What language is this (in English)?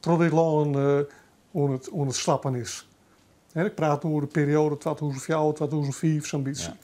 Western Frisian